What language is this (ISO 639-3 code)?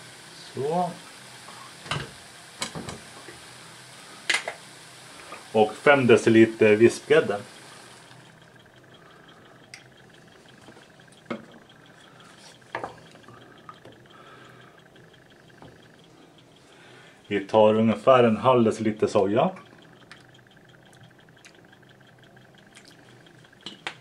swe